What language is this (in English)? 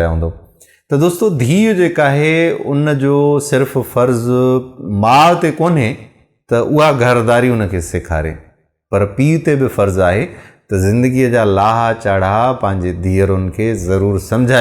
Sindhi